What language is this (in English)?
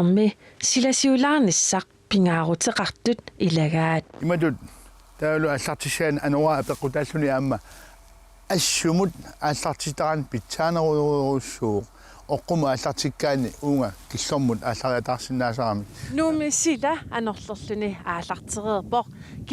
Kalaallisut